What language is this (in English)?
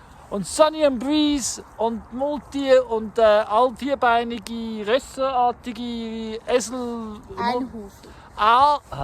Swiss German